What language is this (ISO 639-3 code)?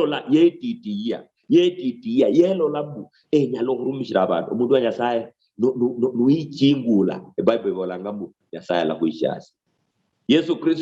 luy